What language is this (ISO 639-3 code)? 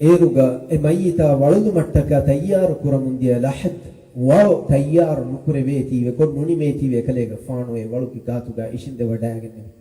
div